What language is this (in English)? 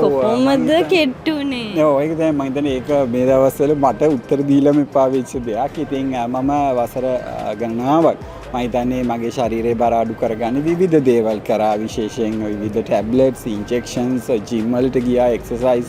Sinhala